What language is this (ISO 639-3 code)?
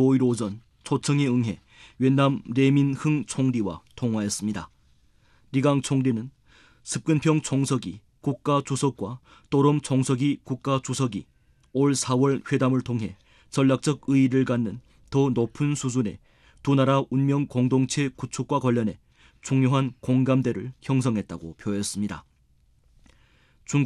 kor